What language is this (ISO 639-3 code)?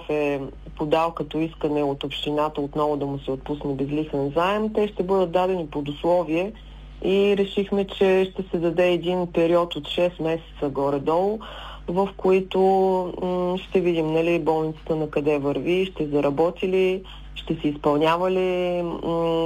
bul